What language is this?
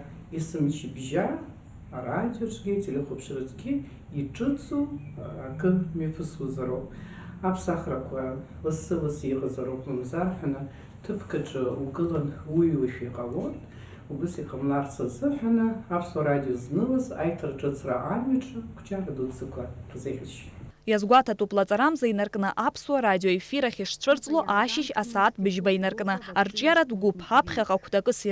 Abkhazian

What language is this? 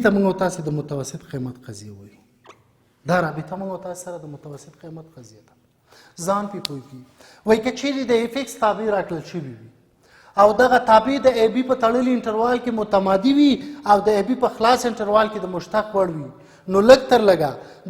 Pashto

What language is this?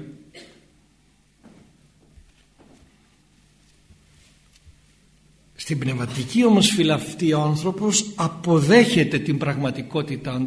Greek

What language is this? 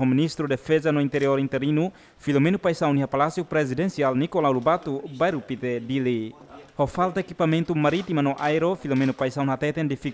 Tetum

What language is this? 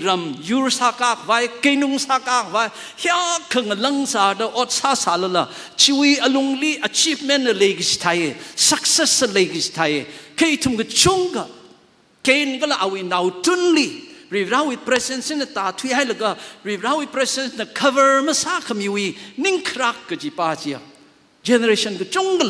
Tangkhul Naga (India)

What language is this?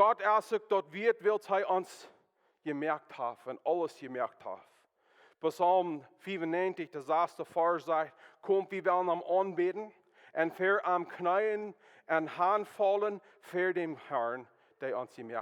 Plautdietsch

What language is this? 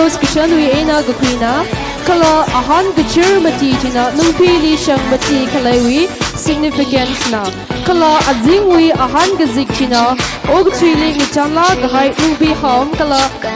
Tangkhul Naga (India)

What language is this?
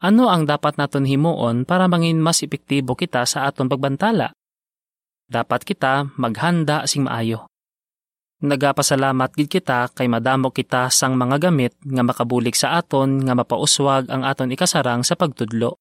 Hiligaynon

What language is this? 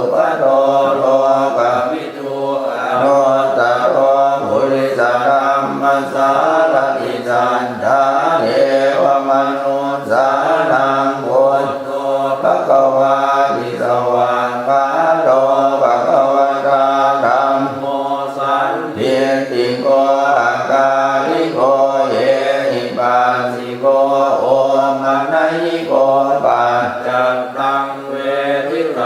Pali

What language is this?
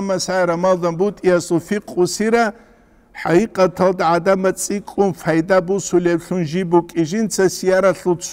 Avaric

